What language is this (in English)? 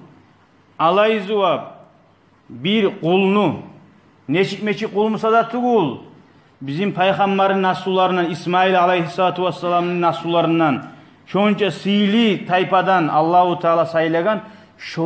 Kumyk